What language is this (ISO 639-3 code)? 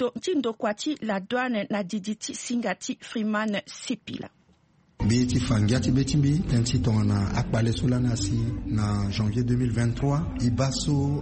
sag